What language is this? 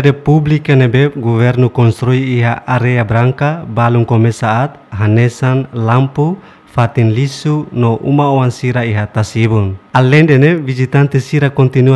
Tetum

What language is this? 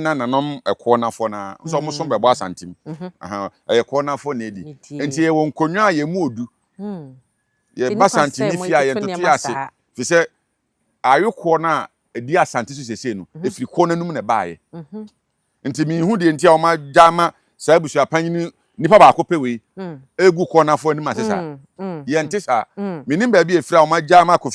Akan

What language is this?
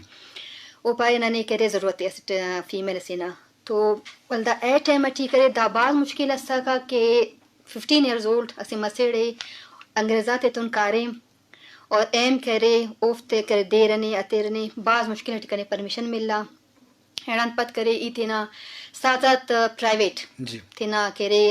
Brahui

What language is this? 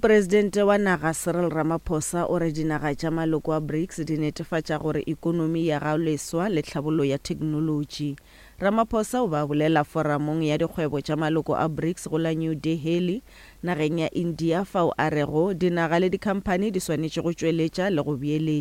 Northern Sotho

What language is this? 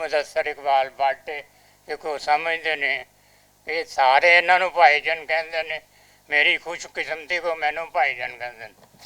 Western Panjabi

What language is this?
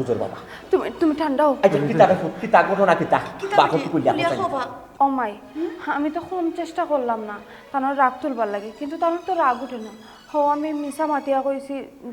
Sylheti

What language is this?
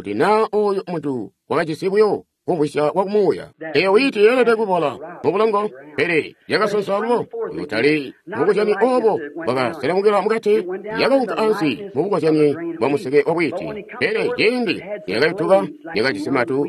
Tonga (Zambia)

